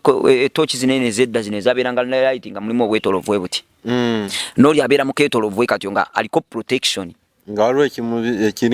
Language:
Ganda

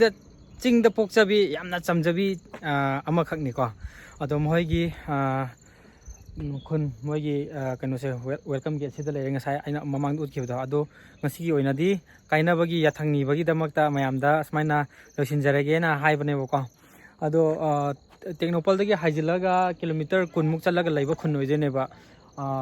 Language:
Manipuri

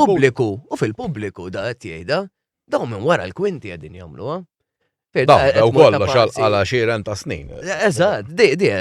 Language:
Maltese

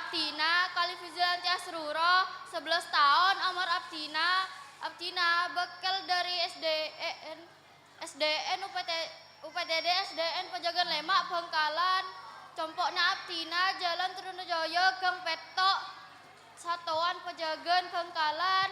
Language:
Madurese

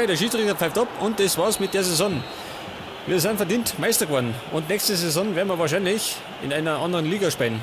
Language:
Bavarian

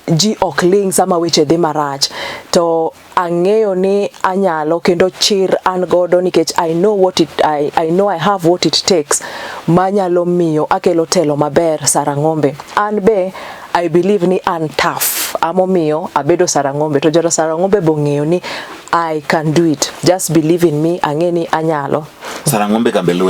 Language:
Luo (Kenya and Tanzania)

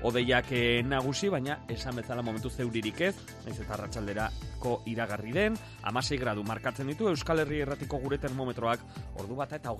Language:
Basque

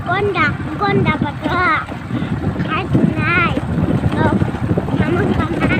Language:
Kok Borok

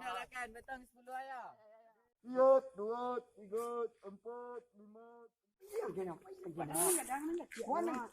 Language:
Minangkabau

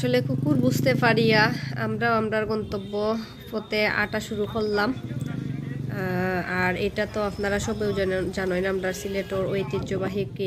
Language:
Sylheti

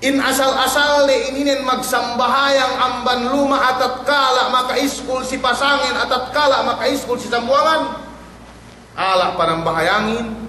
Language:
Yakan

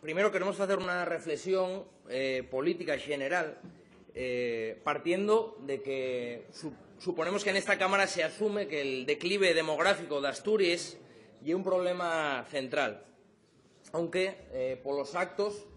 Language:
Asturian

